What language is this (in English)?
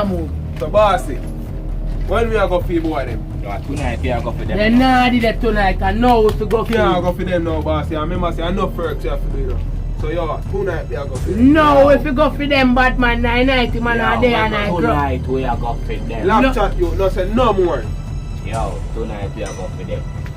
Jamaican Creole English